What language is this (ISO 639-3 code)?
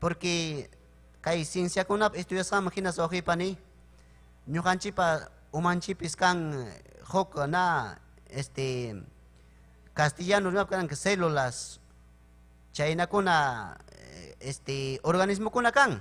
quy